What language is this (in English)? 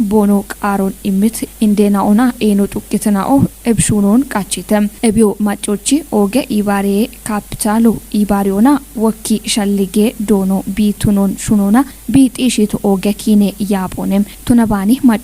Kafa